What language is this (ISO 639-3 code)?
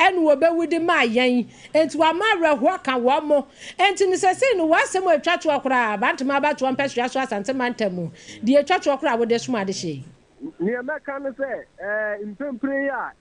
aka